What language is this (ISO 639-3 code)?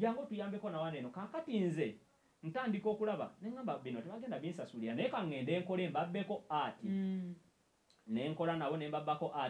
lug